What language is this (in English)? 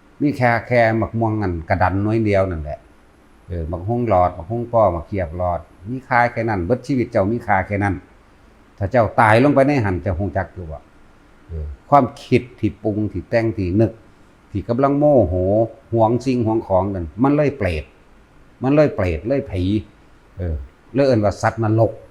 Northeastern Thai